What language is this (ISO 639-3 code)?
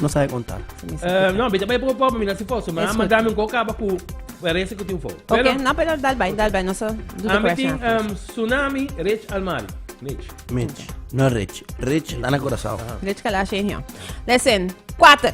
pap